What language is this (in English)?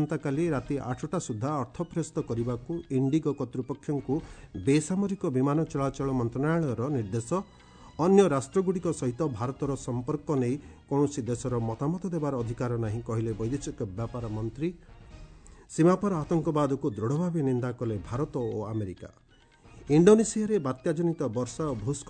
Odia